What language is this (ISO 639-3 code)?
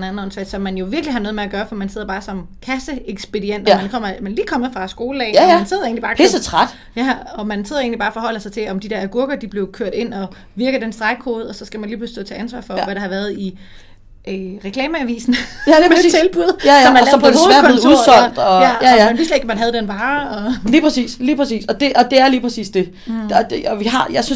dan